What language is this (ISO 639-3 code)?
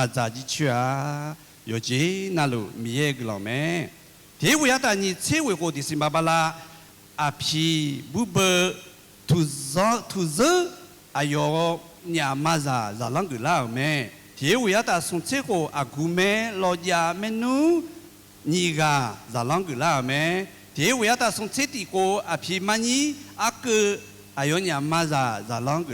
ahk